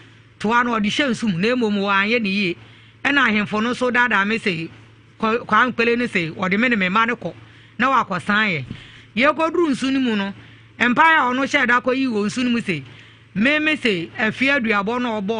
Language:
Akan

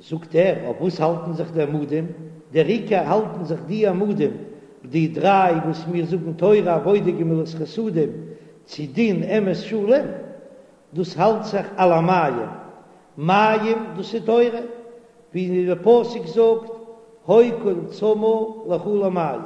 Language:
Yiddish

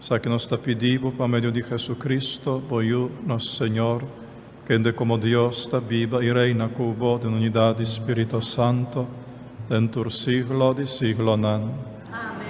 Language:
Papiamento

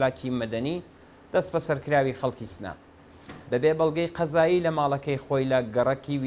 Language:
Central Kurdish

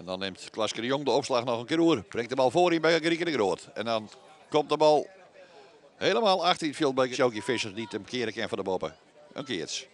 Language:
Western Frisian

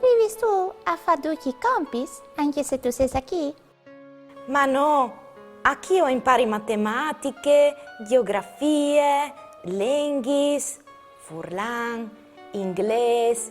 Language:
Friulian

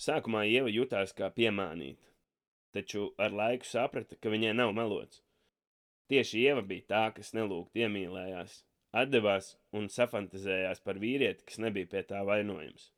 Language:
Latvian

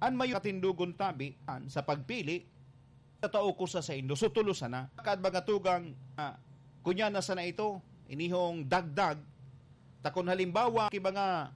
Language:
Bikol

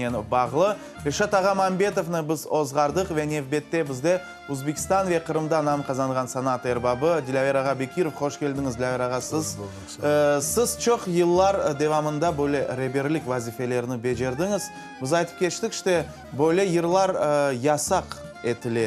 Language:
Crimean Tatar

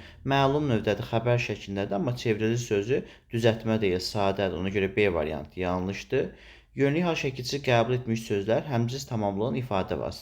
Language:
Azerbaijani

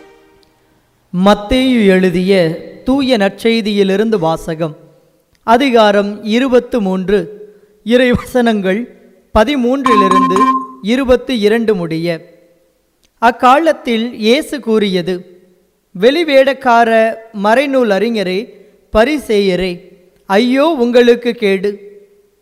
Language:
Tamil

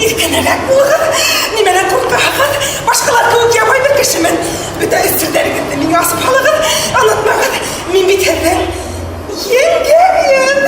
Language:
Bashkir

